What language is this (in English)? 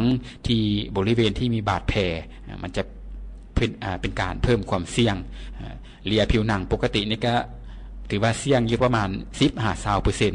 Lao